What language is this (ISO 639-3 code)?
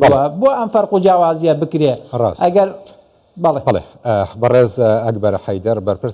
ckb